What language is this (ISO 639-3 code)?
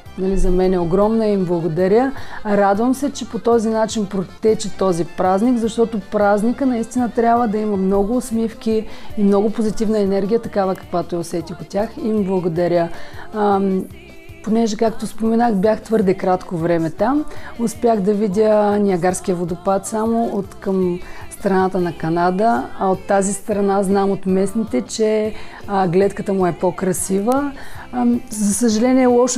bul